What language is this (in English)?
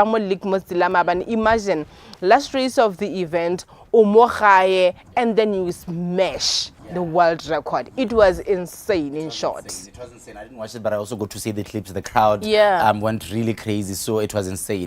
Tswana